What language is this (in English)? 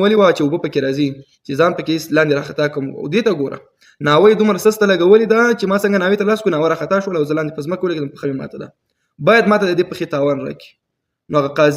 Pashto